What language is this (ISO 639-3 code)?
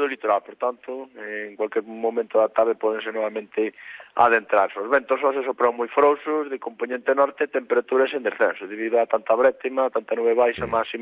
glg